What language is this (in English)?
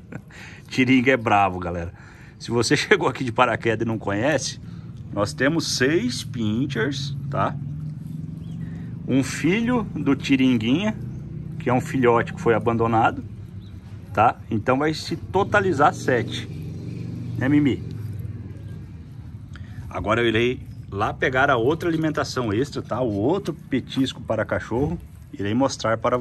Portuguese